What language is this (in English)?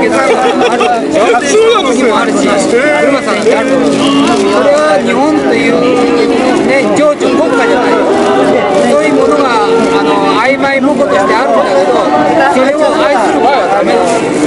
Japanese